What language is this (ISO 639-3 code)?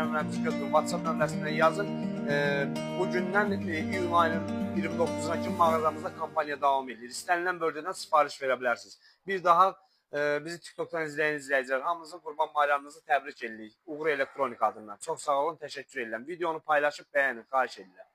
aze